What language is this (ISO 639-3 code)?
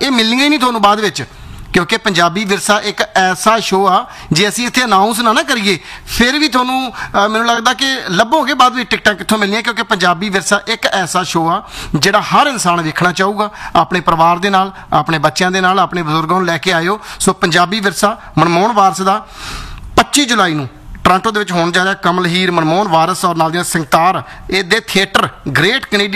pan